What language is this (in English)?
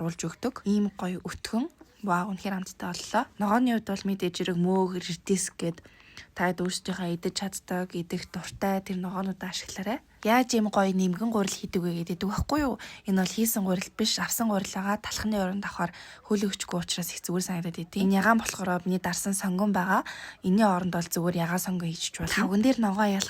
Mongolian